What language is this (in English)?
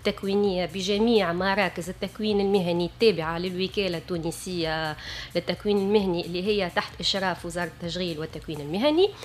Tunisian Arabic